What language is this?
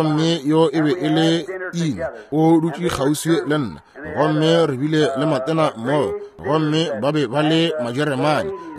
Northern Sotho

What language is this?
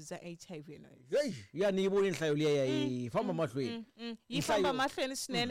Tsonga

